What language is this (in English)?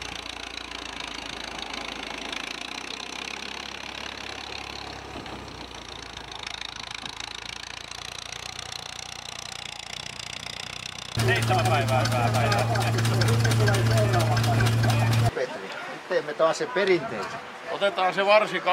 Finnish